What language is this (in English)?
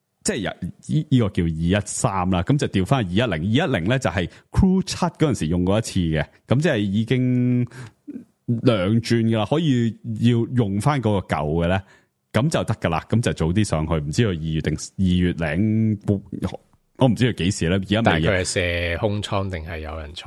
Cantonese